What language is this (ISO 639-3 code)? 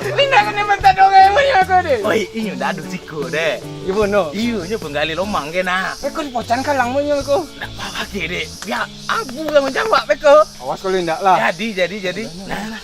min